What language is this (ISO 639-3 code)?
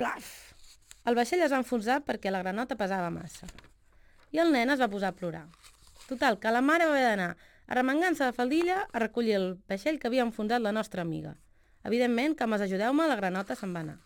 cat